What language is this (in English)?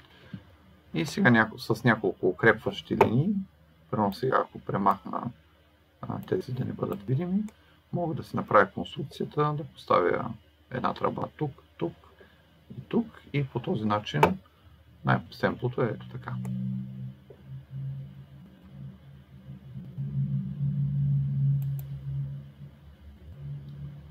Bulgarian